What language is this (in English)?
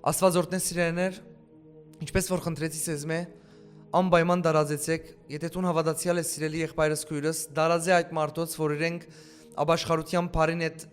Western Armenian